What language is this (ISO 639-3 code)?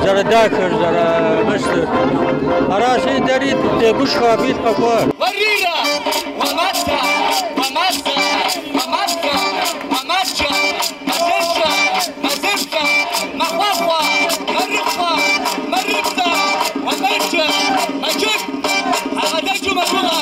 kbd